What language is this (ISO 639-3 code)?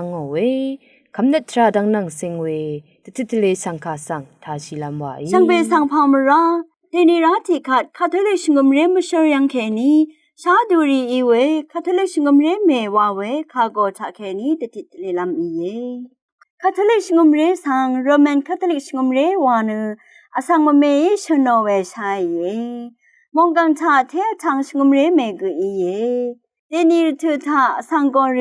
raw